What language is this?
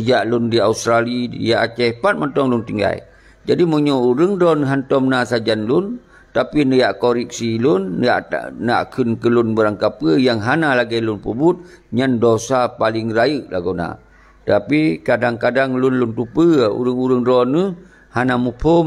Achinese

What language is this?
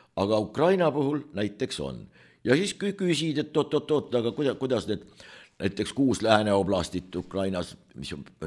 Estonian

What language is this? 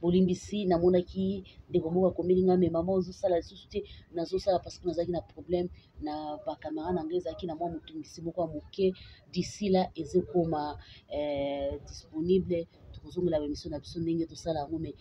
Lingala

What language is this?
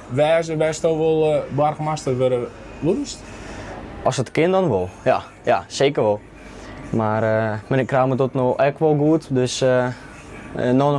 Western Frisian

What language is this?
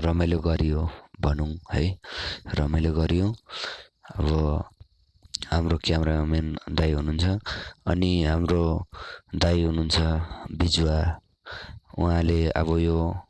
Nepali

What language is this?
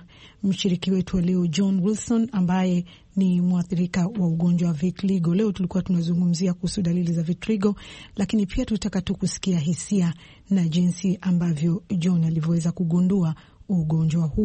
Swahili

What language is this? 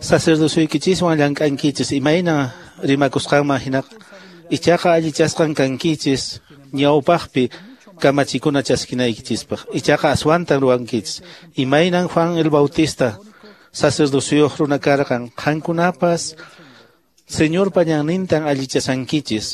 Quechua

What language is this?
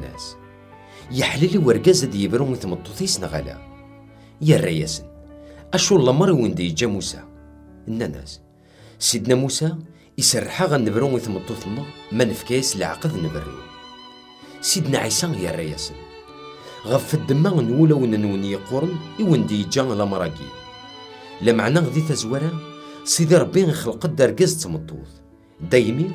Kabyle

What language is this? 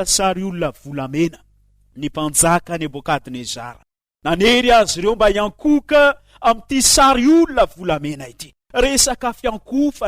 Malagasy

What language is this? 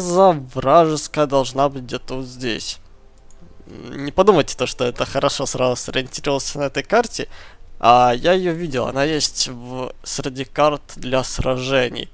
Russian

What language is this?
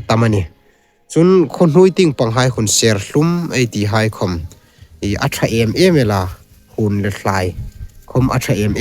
Hmar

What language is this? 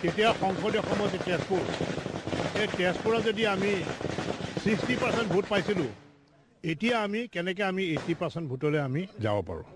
Assamese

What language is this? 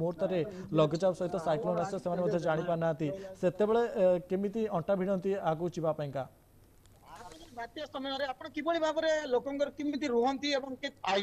Odia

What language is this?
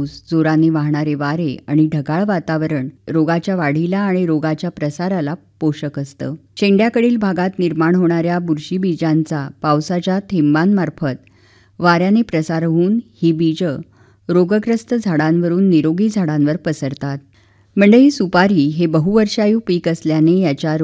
Marathi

